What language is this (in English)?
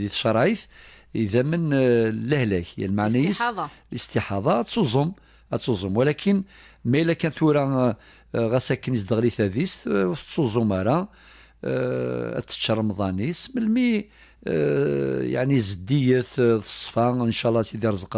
Kabyle